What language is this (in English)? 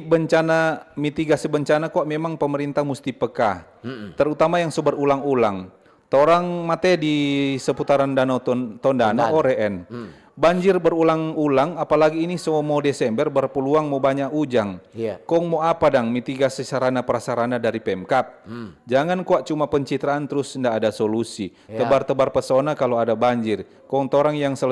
Manado Malay